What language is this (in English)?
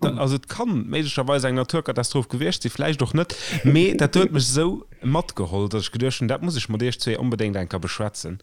Luxembourgish